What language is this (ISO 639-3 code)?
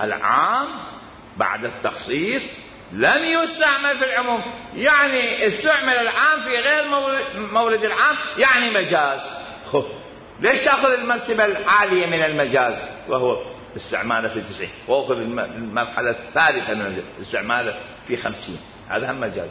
acm